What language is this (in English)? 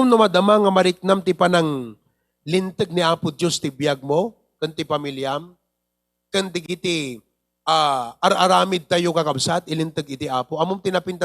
Iloko